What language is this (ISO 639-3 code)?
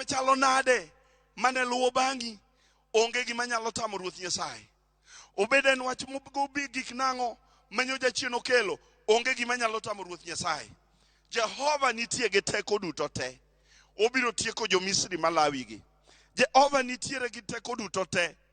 luo